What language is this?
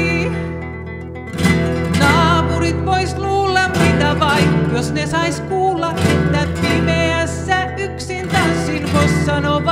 Finnish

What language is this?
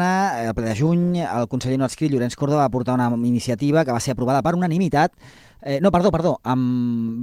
Catalan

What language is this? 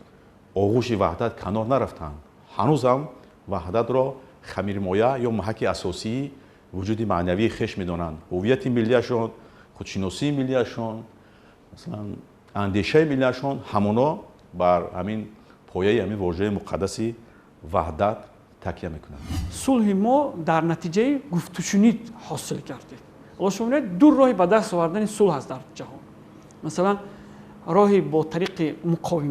Tajik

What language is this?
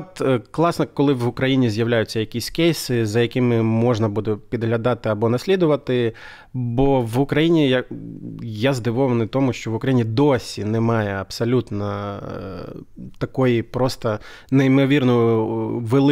Ukrainian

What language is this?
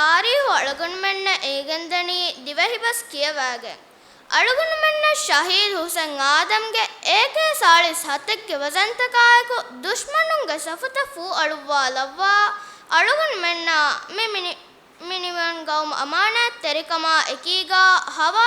Divehi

